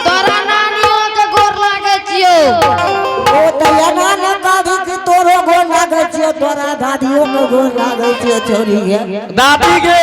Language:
Angika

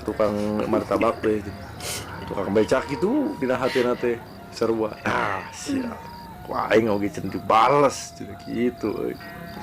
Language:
Sundanese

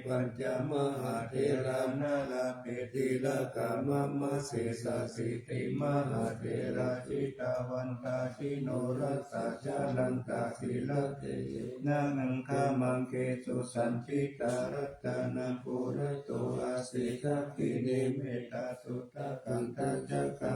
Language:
Pali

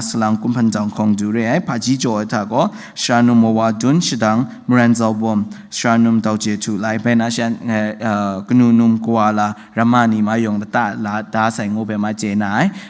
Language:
Kachin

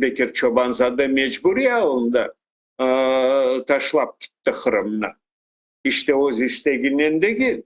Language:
Crimean Tatar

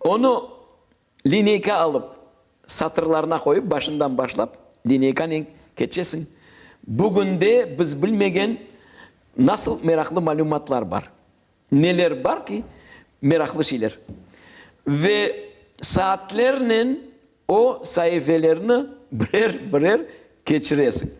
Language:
Crimean Tatar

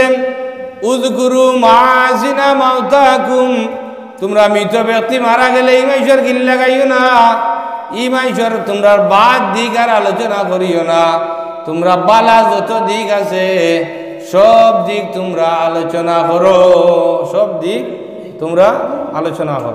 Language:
Sylheti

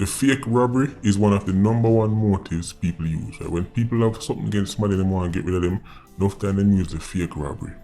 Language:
Jamaican Creole English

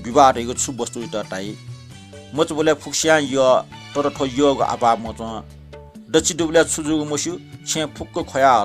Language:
Newari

